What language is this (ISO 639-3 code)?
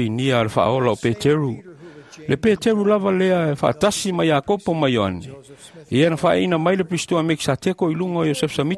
smo